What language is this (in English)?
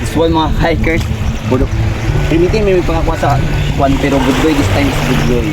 Cebuano